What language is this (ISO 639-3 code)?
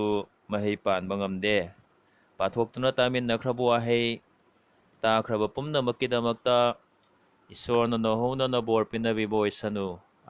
mni